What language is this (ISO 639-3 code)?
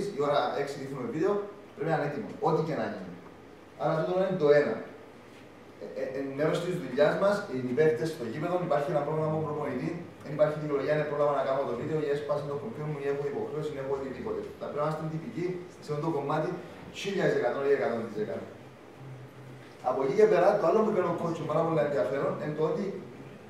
ell